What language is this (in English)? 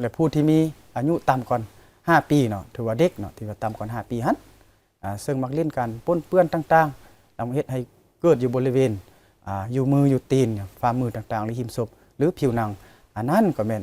Lao